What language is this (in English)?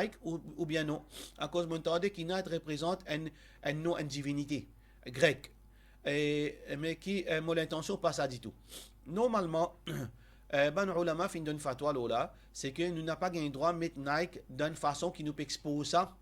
Morisyen